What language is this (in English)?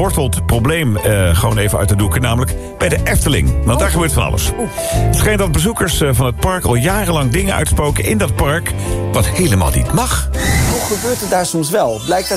Dutch